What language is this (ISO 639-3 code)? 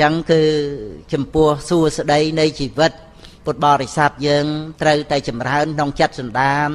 khm